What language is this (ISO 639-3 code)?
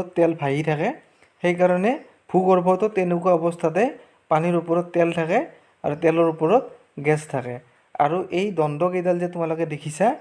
asm